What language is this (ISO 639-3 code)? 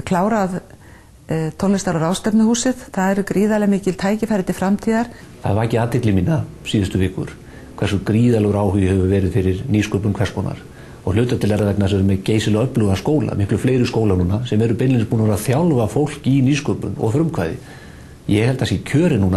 isl